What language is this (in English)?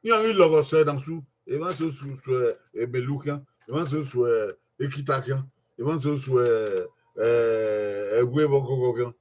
Bini